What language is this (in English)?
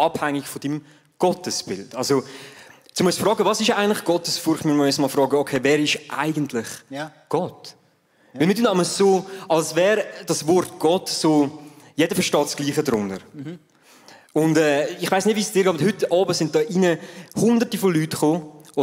Swiss German